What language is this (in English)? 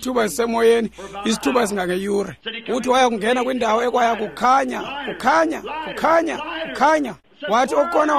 Xhosa